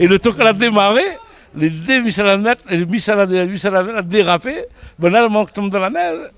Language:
Réunion Creole French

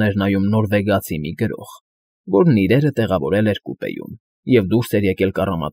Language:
Armenian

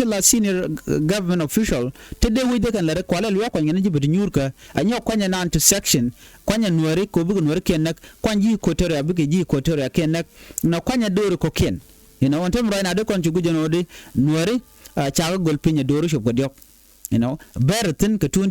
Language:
Nuer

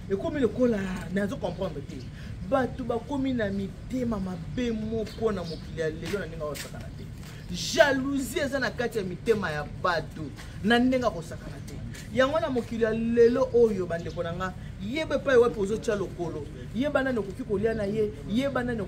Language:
Lingala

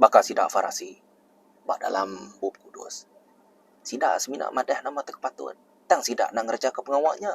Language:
Iban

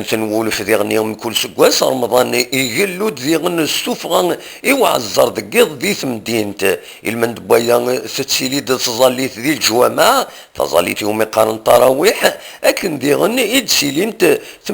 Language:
Kabyle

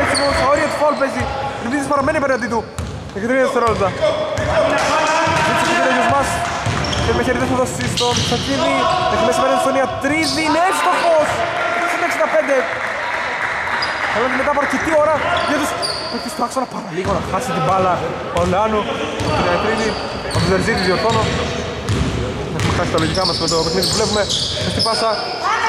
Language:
Greek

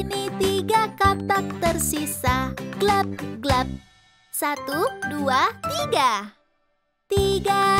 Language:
Indonesian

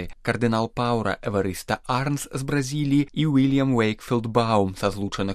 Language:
Belarusian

